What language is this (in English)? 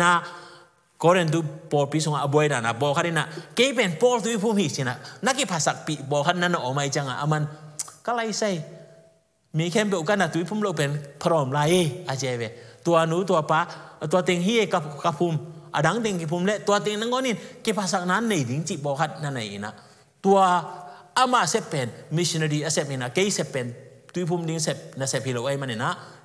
Tedim Chin